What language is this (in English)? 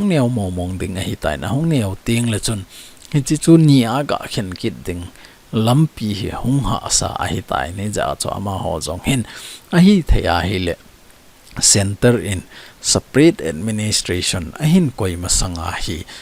Thado Chin